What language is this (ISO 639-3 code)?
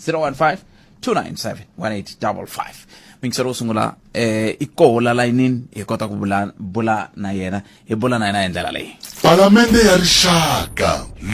tso